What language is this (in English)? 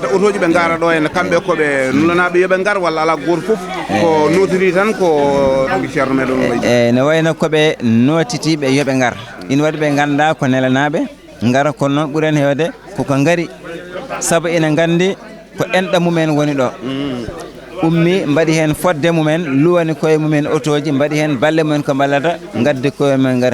Fula